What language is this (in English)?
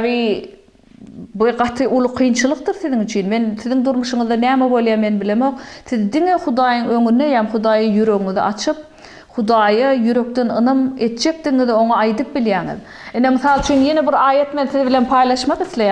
Turkmen